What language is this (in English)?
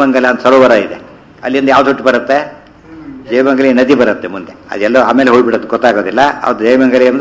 Kannada